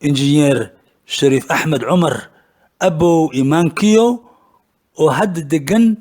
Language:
Somali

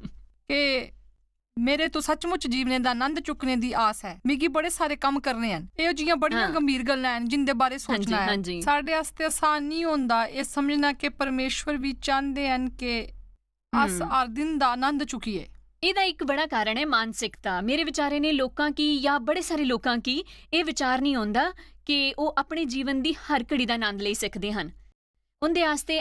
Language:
Dogri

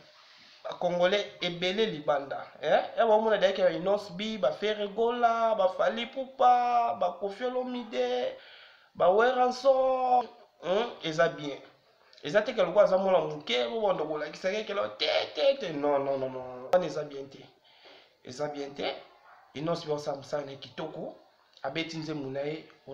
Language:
Lingala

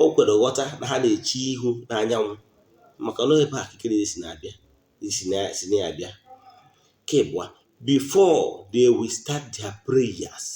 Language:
Igbo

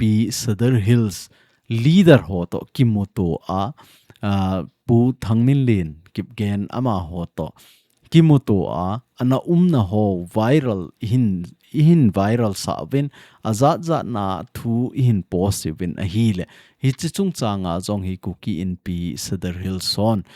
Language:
Thado Chin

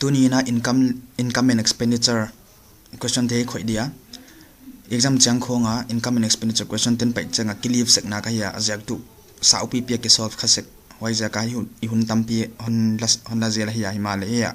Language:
Paite Chin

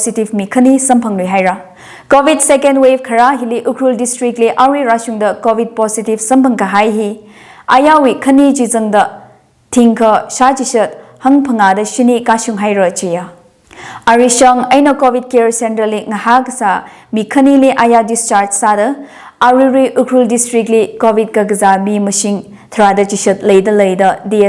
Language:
Tangkhul Naga (India)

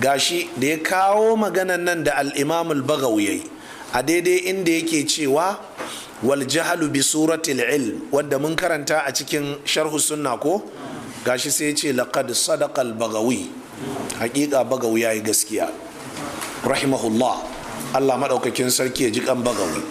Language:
Hausa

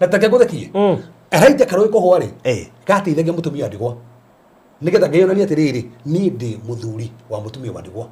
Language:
Kikuyu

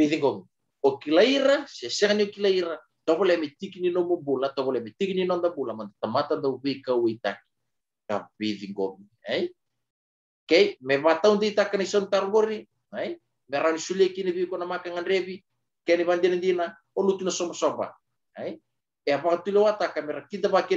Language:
Fijian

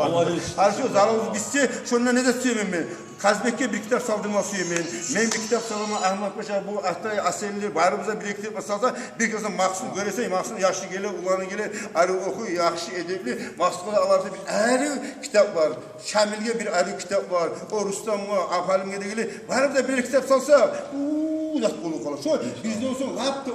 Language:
Kumyk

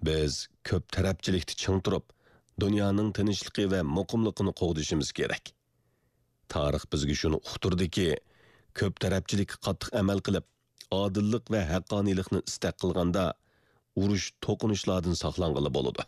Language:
Uyghur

